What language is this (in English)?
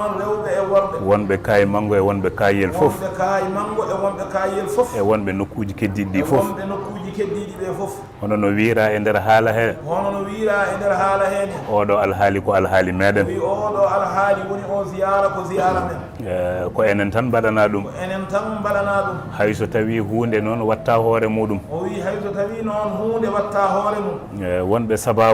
Fula